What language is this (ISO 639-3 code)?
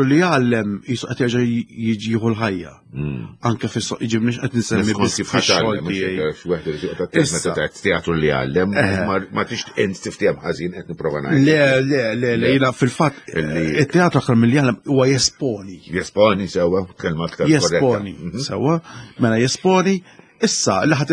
mlt